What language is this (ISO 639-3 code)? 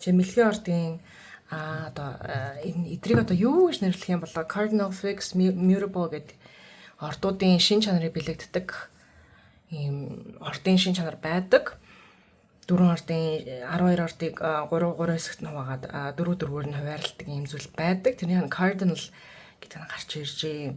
mon